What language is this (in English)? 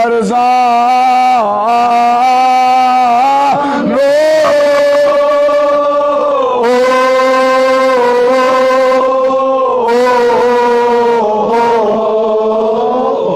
Kashmiri